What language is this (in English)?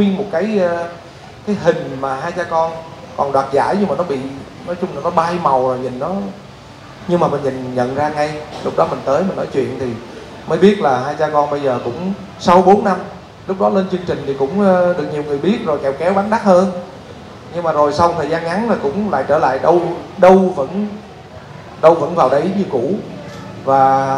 Vietnamese